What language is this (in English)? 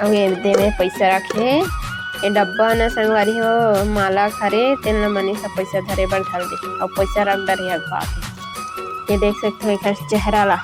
Chhattisgarhi